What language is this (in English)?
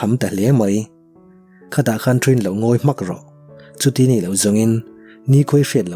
Mizo